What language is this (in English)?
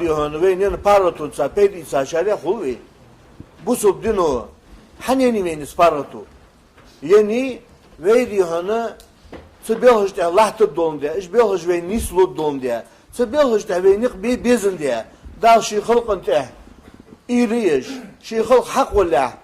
Ingush